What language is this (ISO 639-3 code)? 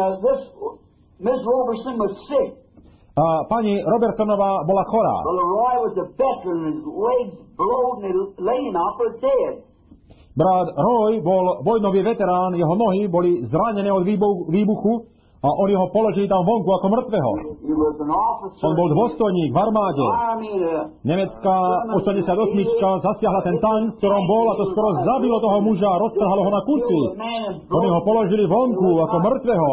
slk